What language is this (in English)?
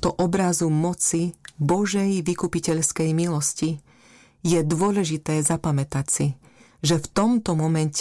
Slovak